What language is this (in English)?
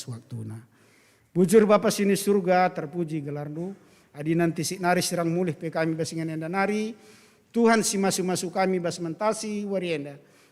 Batak Karo